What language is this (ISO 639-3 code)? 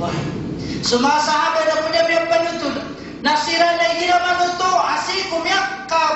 mrw